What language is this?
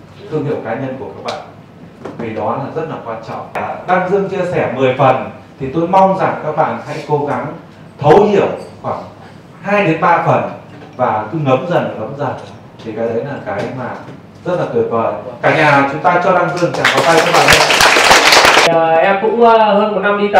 Vietnamese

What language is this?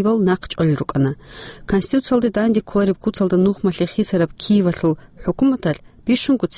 Avaric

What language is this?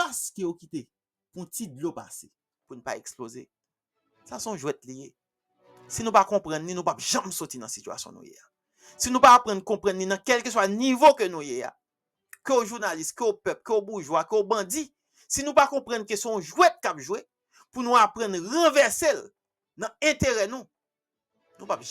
Haitian Creole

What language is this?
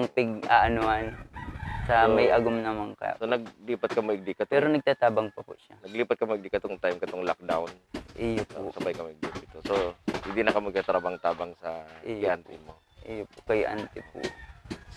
Bikol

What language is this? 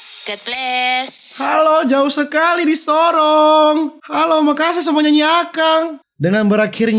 Manado Malay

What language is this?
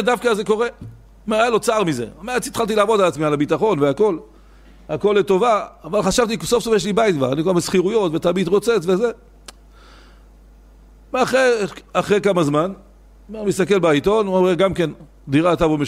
Hebrew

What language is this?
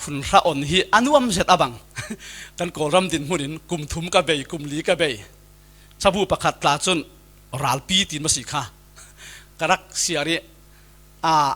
Falam Chin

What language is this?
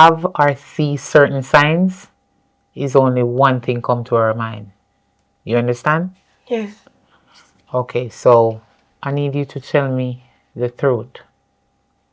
Jamaican Creole English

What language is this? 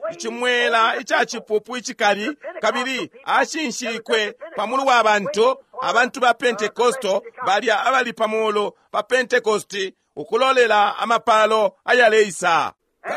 Bemba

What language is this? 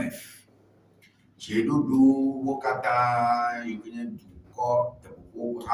Ewe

